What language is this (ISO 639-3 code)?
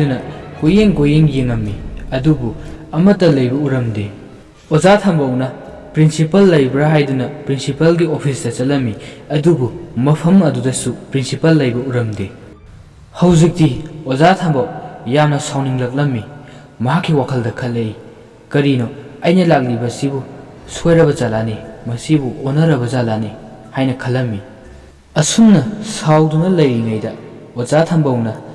mni